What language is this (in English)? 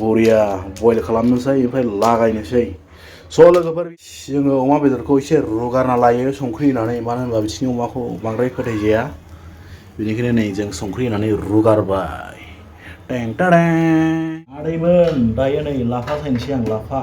Bodo